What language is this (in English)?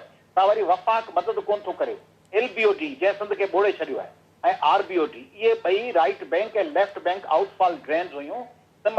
Sindhi